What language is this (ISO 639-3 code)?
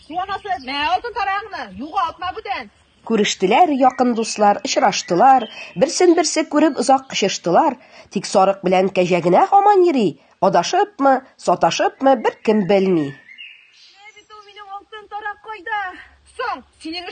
tat